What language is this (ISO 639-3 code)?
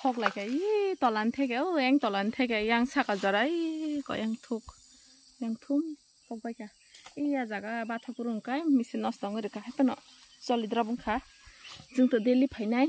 trp